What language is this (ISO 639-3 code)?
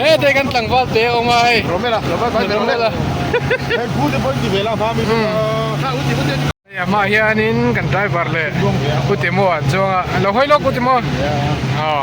lus